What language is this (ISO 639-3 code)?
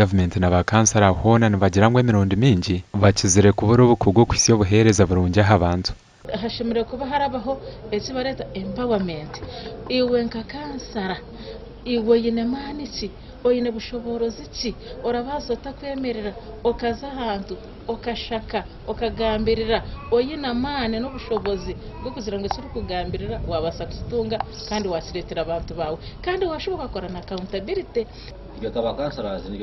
nyn